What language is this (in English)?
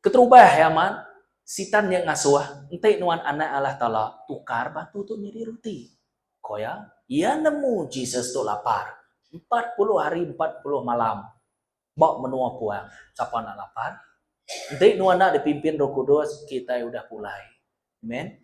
Iban